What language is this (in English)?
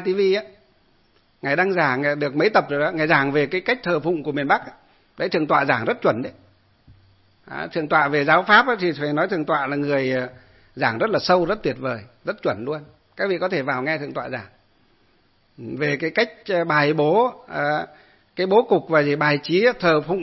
Vietnamese